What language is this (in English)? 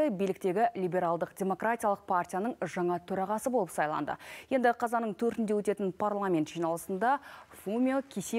Kazakh